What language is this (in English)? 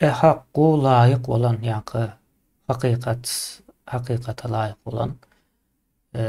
Turkmen